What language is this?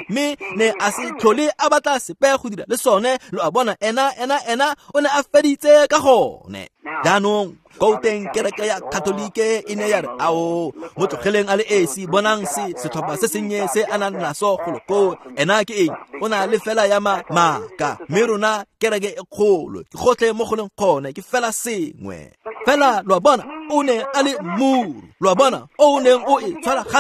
Tswana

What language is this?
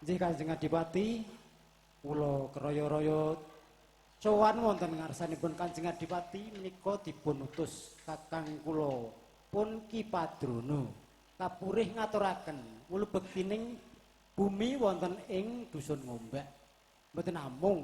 Javanese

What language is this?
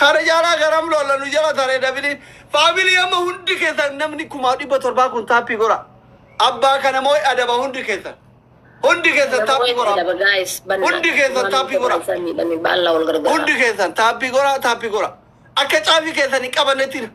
Oromo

